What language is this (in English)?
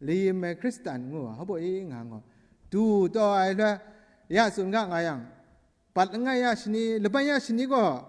Kachin